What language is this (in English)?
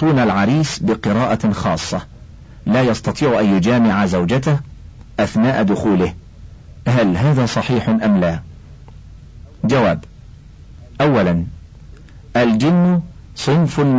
Arabic